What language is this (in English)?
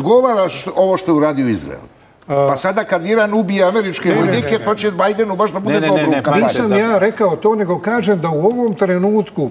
Serbian